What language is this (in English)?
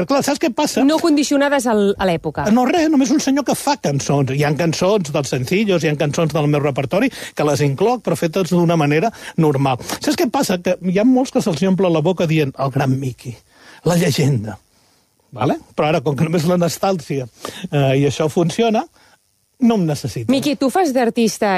Catalan